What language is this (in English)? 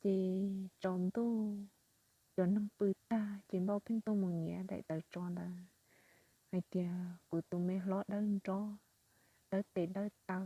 Hmong